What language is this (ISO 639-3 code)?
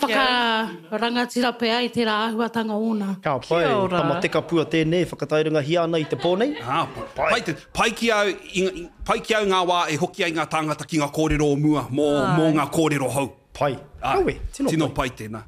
mri